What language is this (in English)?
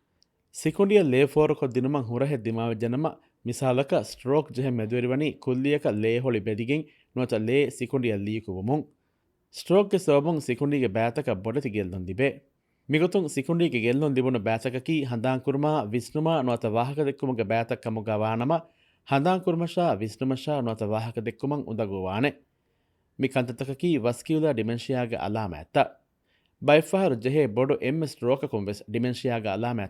Divehi